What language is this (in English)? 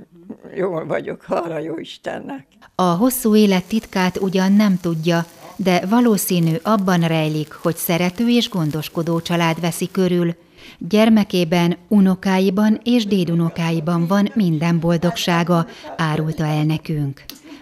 Hungarian